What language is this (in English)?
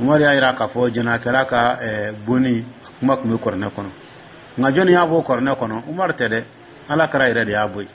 Dyula